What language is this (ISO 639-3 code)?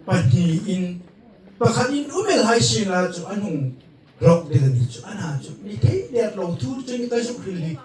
hmr